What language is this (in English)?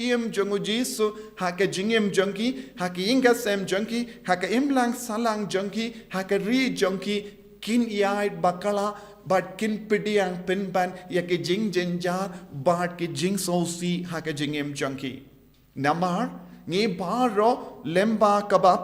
Khasi